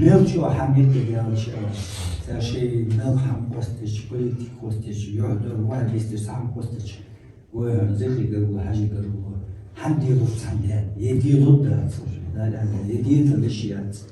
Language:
Ingush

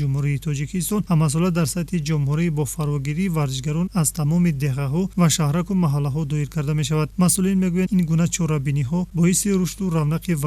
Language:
Tajik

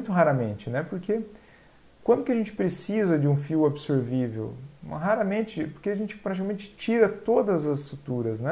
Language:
Portuguese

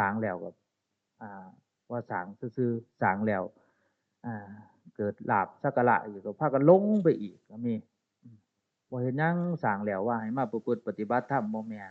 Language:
Northeastern Thai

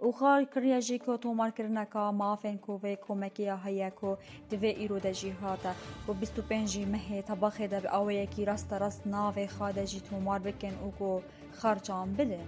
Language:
Kurdish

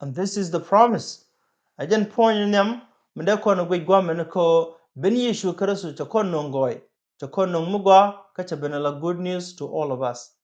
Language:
Nuer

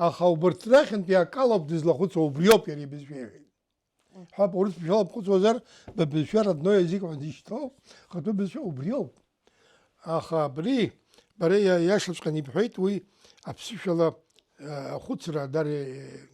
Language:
Abkhazian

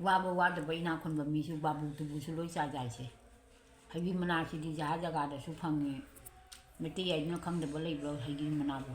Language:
Manipuri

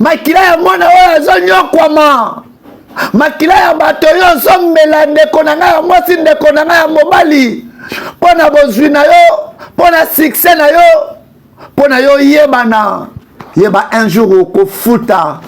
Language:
Lingala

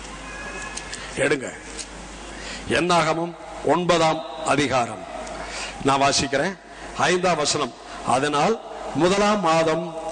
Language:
Tamil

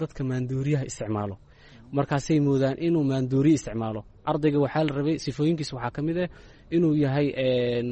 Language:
Somali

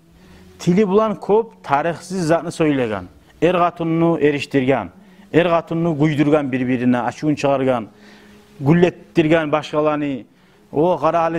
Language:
Kumyk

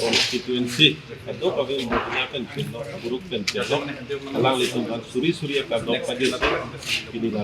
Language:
Karbi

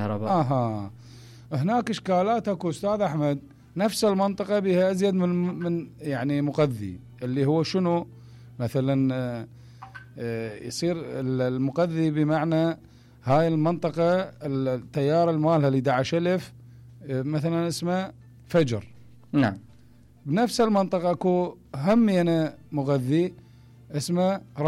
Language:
Mesopotamian Arabic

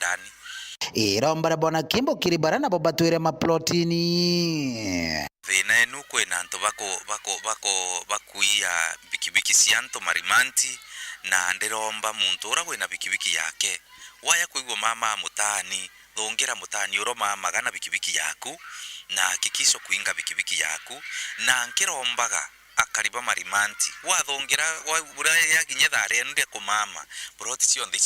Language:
Meru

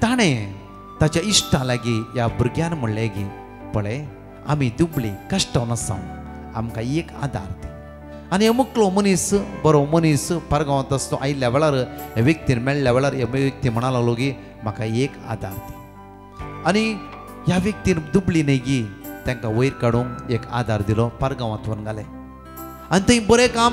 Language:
Konkani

